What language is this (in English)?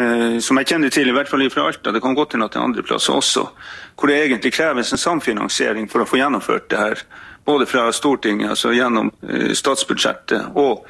Norwegian